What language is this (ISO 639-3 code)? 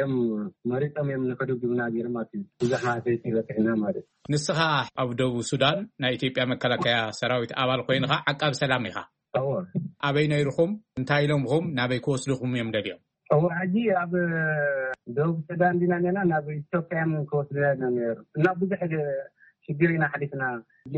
tir